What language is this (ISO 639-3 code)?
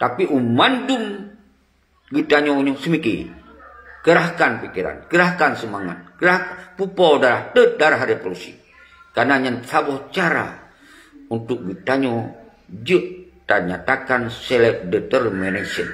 ace